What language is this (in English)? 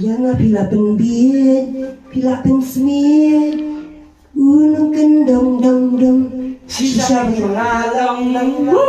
Khasi